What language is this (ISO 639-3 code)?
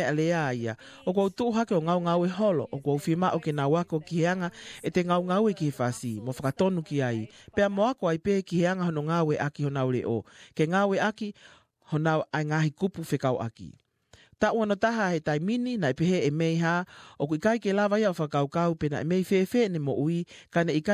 ton